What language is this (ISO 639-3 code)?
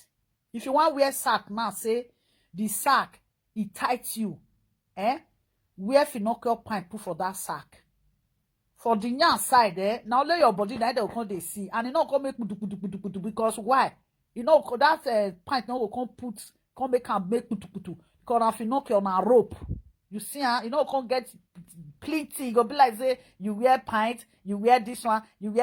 pcm